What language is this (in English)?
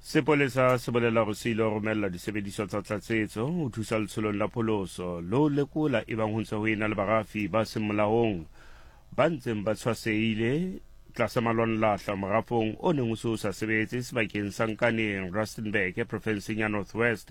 Southern Sotho